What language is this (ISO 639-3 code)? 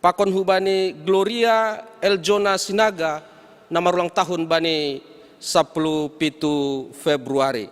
bts